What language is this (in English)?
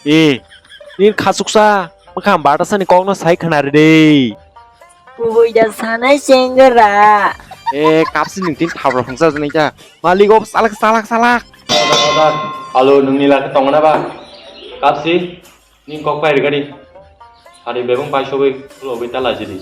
Kok Borok